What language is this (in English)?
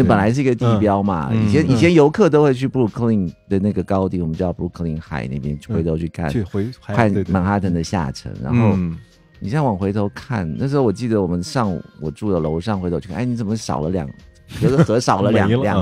Chinese